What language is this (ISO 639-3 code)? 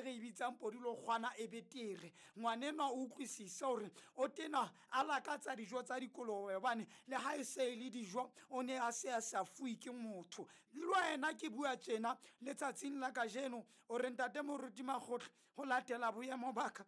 sot